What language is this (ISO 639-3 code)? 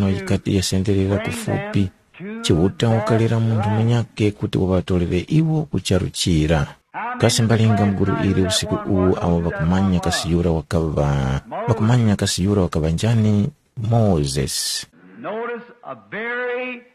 tum